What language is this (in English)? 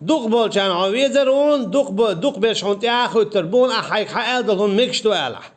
Chechen